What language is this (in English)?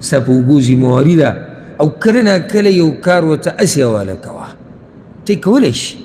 Pashto